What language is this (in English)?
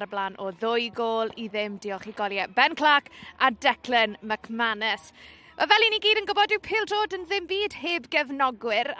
Welsh